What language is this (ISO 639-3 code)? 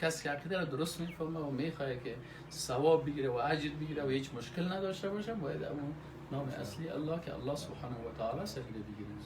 fas